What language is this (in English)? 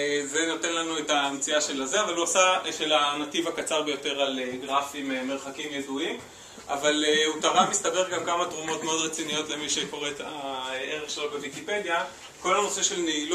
Hebrew